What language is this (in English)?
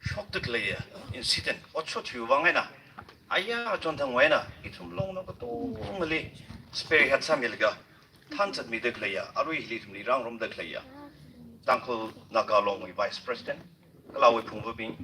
Tangkhul Naga (India)